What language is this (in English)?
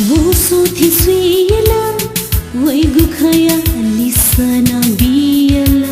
Newari